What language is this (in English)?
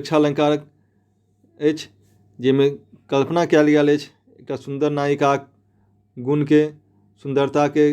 Maithili